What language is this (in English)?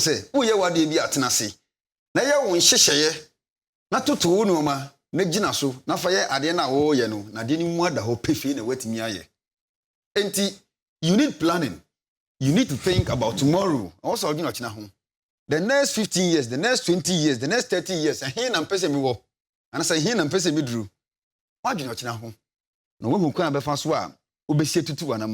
Akan